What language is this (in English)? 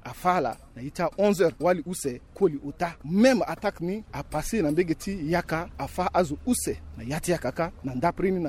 Sango